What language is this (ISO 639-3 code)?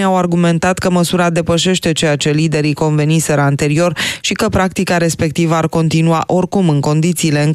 ron